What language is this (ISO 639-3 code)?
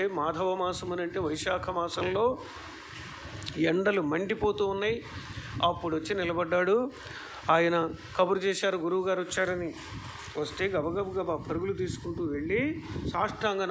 tel